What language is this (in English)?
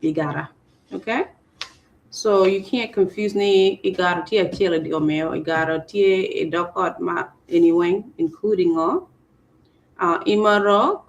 Acoli